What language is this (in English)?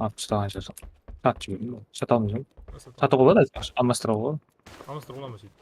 Kara-Kalpak